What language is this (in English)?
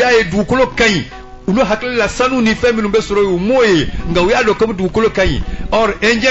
Bambara